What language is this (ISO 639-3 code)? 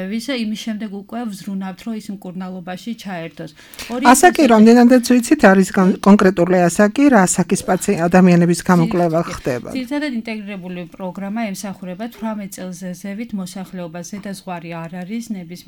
kat